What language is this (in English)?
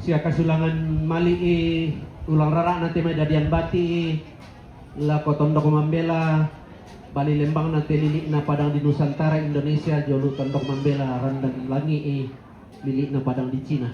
Toraja-Sa'dan